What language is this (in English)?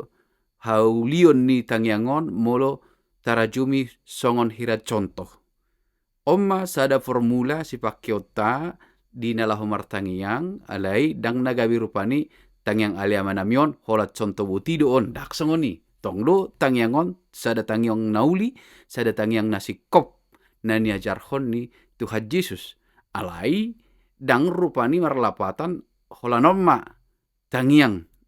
Batak Toba